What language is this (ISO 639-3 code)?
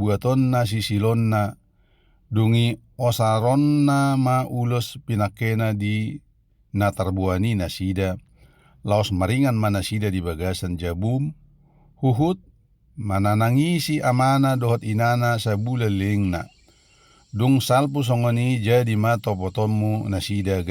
bbc